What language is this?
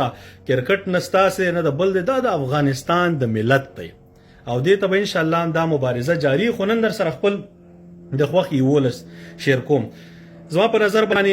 Pashto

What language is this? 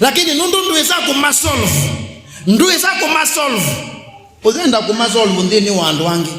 Kamba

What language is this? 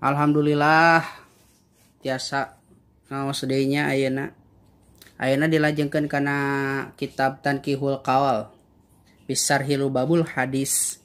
Sundanese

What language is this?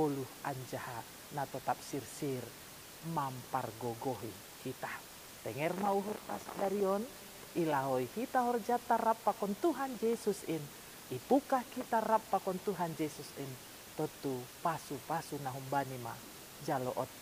Batak Simalungun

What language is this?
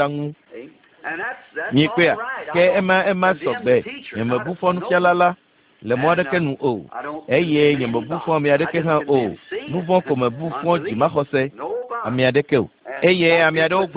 Ewe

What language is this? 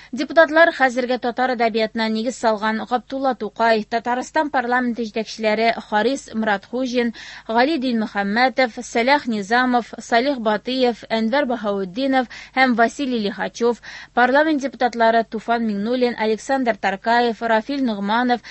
Tatar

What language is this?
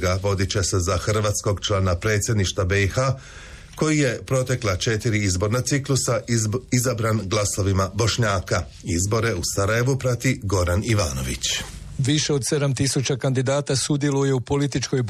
Croatian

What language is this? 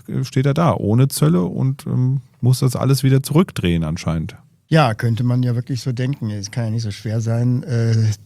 German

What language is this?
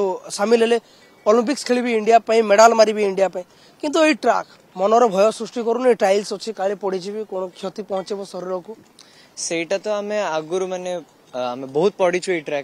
Odia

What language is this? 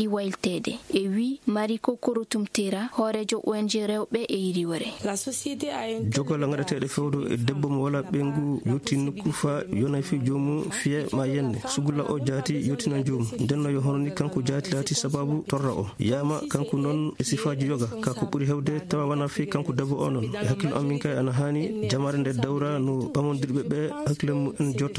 Fula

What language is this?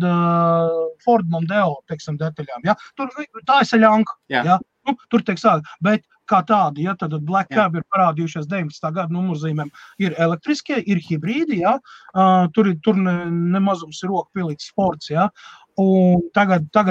Latvian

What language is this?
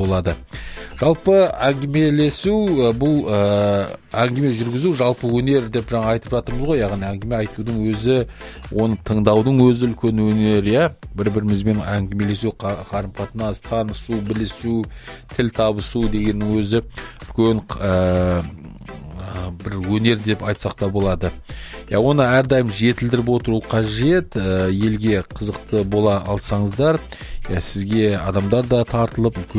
Kazakh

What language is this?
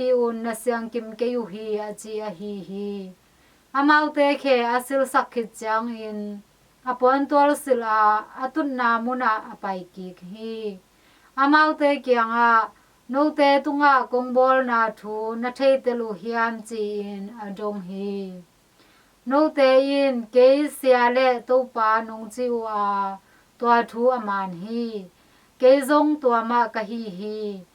Tedim Chin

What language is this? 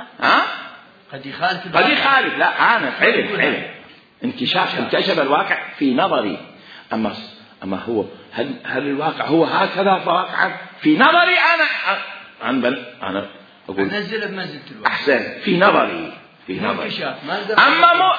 Mesopotamian Arabic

